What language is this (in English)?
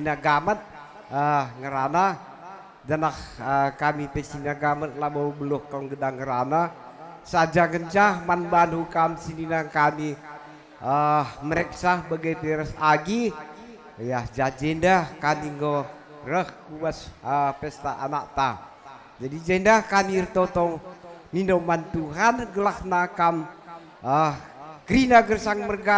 Batak Karo